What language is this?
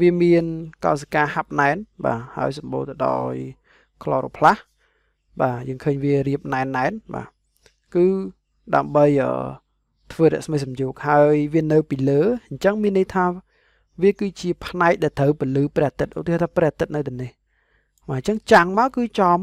Khmer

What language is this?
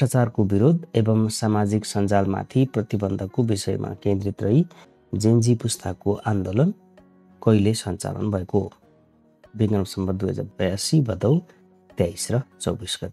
Nepali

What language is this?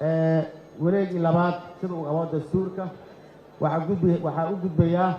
Somali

